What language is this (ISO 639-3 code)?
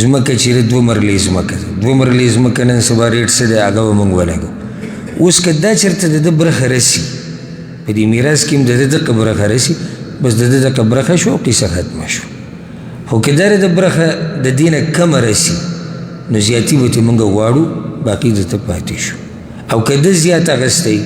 pus